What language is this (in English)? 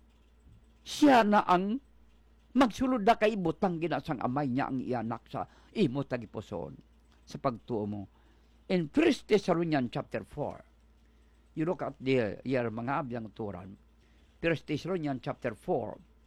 Hiligaynon